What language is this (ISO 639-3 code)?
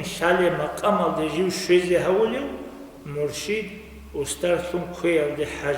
ava